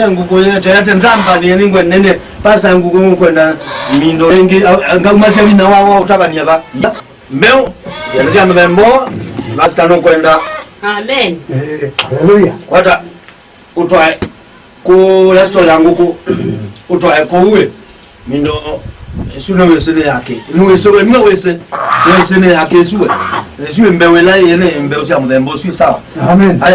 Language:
Kamba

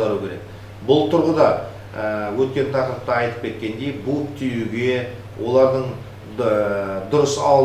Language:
Kazakh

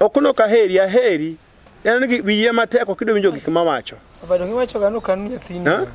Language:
Luo (Kenya and Tanzania)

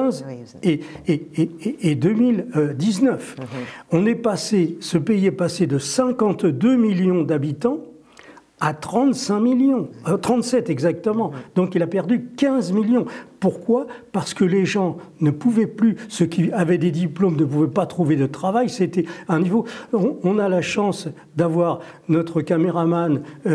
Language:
French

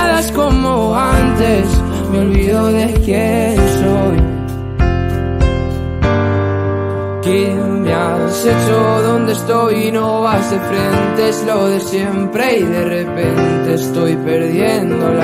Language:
Spanish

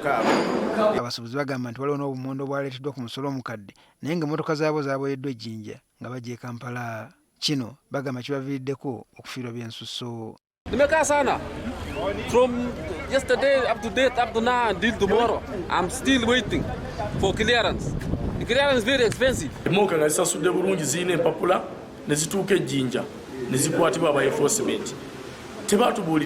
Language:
Ganda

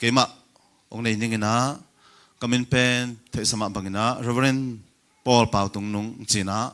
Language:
Tedim Chin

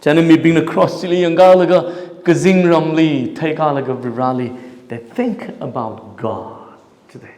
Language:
Tangkhul Naga (India)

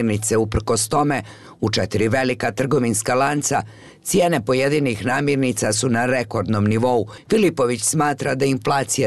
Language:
Bosnian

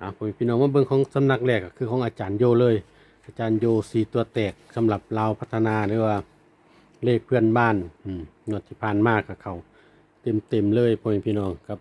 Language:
Lao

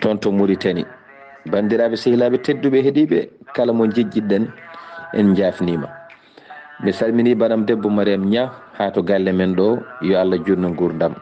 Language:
Fula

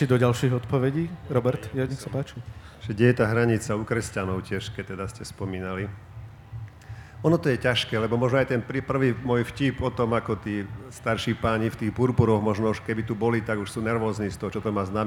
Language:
Slovak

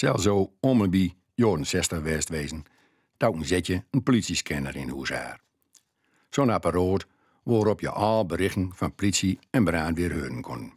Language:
Gronings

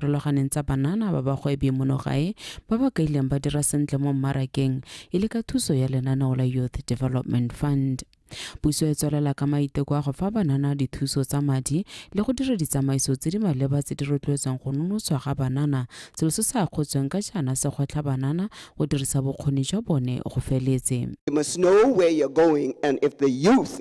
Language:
Tswana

